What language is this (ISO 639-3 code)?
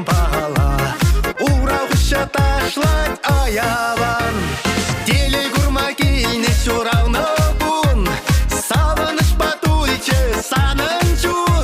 chv